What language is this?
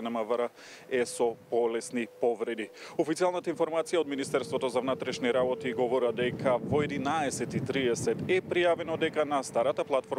Macedonian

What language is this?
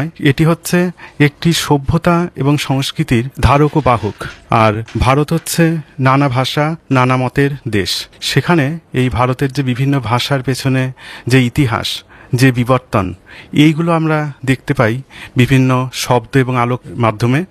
Bangla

